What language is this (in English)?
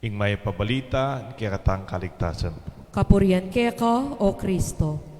Pampanga